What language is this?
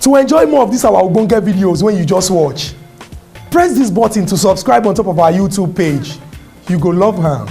Nigerian Pidgin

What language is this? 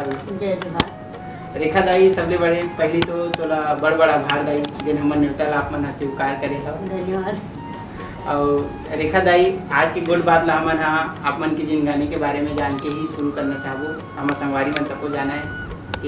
Chhattisgarhi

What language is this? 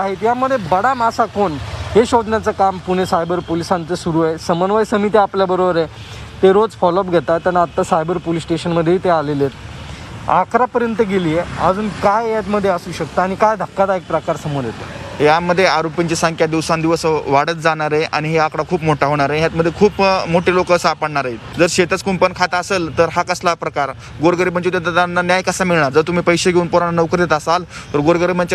Marathi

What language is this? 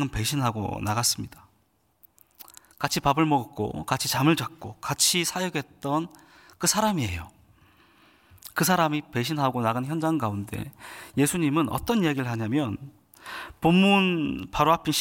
Korean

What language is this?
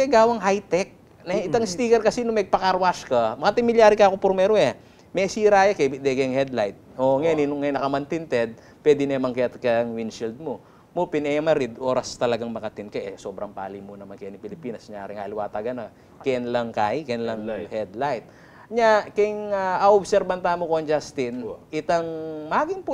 Pampanga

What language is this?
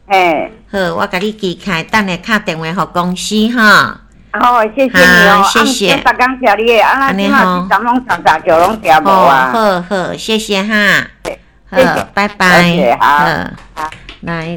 Min Nan Chinese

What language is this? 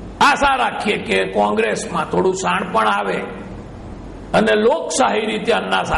Gujarati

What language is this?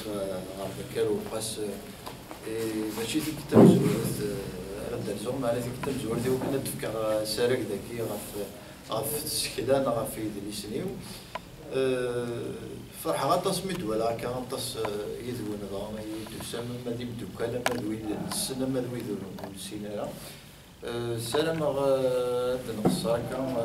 Kabyle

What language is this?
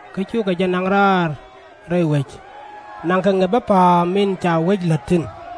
Nuer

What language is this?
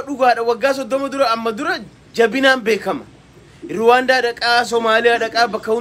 Oromo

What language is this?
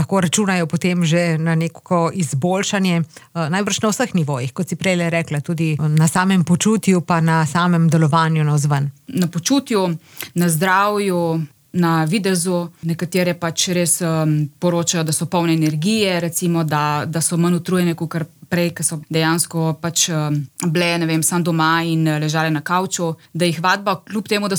Slovenian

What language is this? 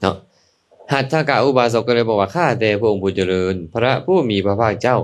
Lao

